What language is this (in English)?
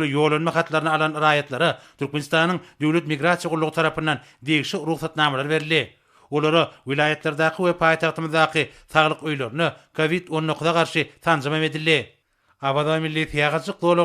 Turkmen